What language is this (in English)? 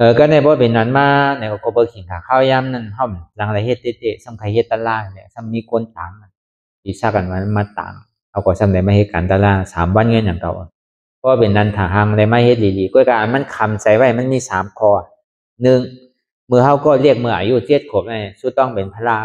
Shan